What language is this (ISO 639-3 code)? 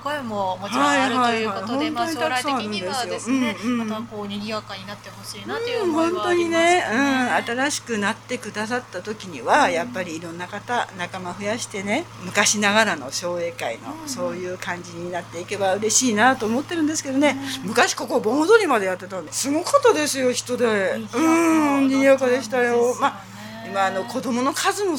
jpn